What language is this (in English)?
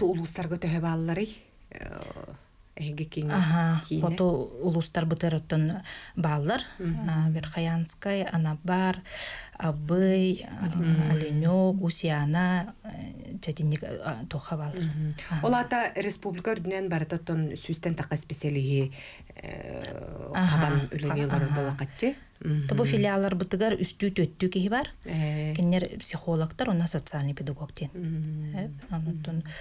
Yakut